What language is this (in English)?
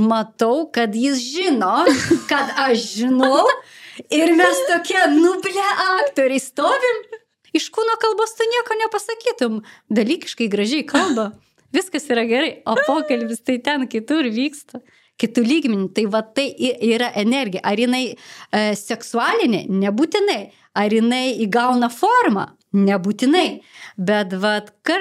Lithuanian